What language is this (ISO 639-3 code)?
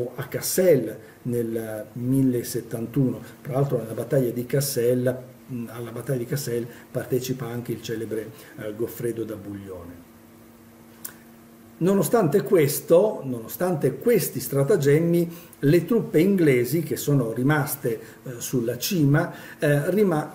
ita